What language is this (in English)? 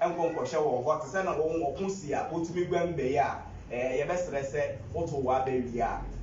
Akan